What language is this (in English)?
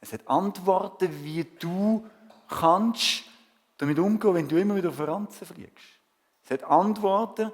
Swiss German